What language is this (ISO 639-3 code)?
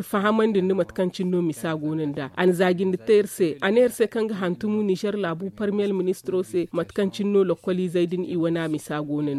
dje